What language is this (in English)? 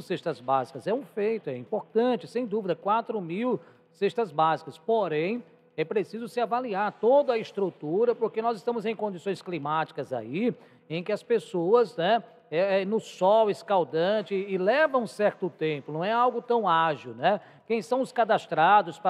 Portuguese